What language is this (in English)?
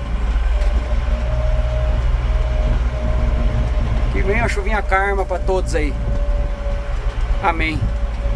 Portuguese